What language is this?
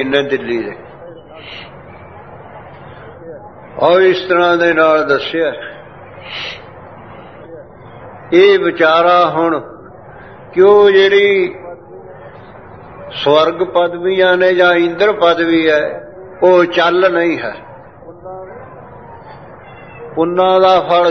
Punjabi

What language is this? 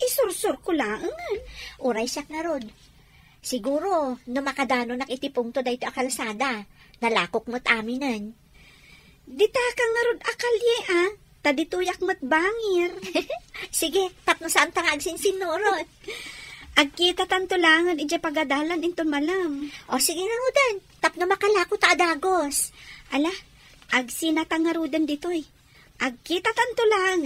Iloko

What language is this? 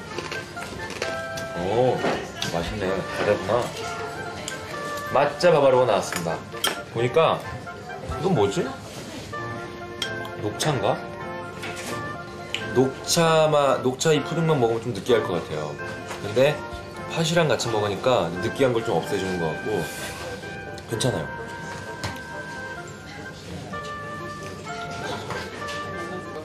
Korean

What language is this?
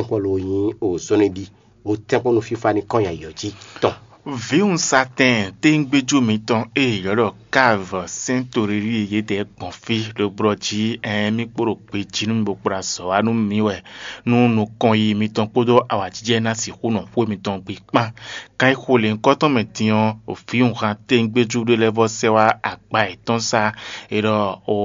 Fon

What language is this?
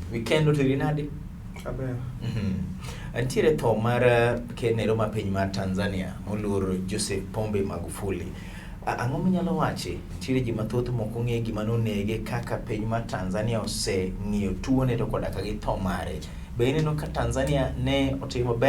Luo (Kenya and Tanzania)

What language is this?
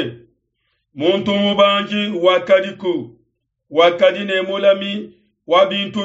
Luba-Lulua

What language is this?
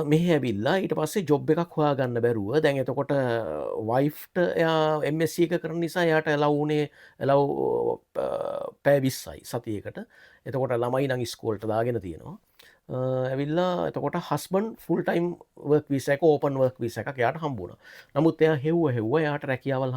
Sinhala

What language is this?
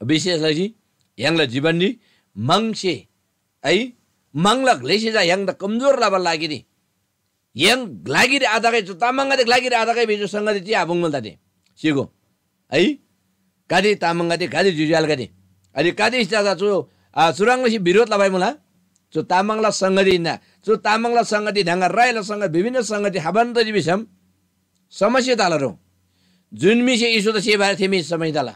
Eastern Tamang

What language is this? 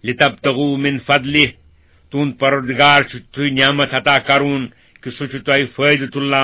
Kashmiri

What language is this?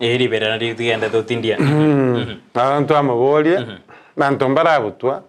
Gusii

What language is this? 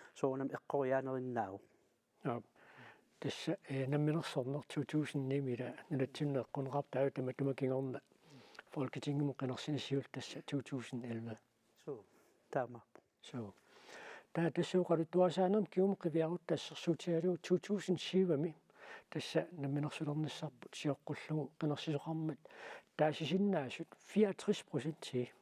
Kalaallisut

